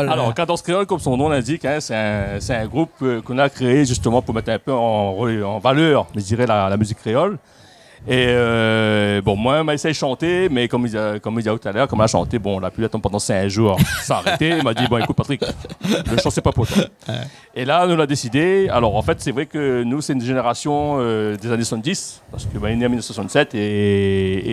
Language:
Réunion Creole French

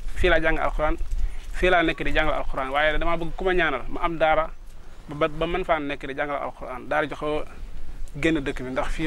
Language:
Wolof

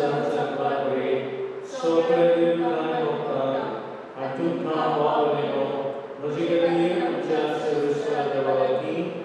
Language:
Konkani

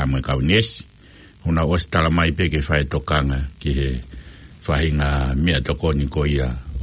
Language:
Tongan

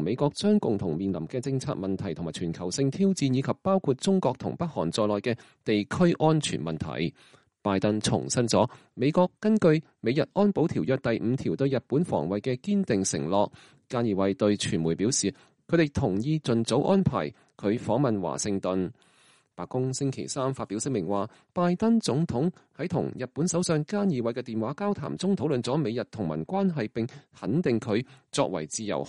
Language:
Cantonese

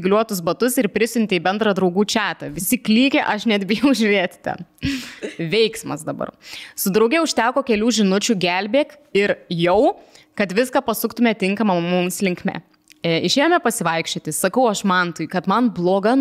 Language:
Lithuanian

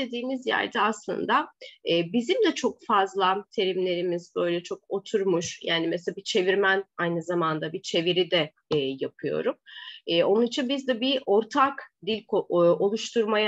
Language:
Turkish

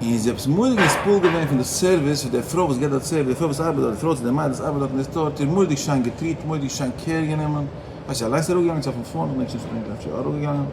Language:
Yiddish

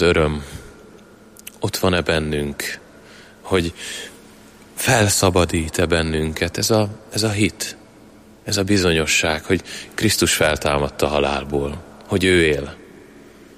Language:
Hungarian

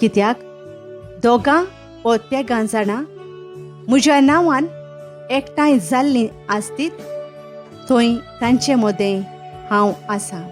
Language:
Konkani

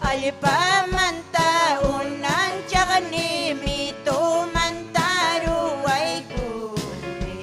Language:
Ayacucho Quechua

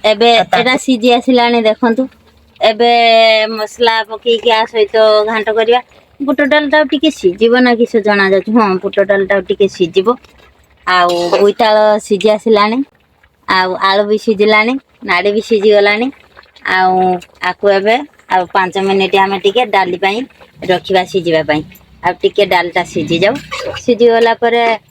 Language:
Odia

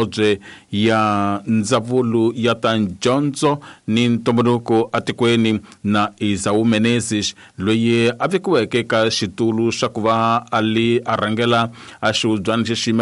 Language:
Tsonga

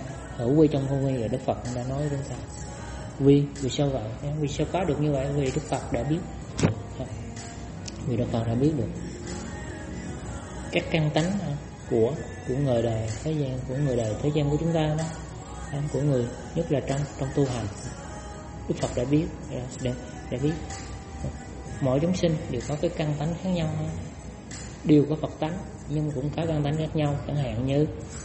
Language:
Vietnamese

